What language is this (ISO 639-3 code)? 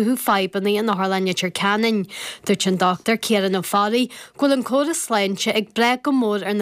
gle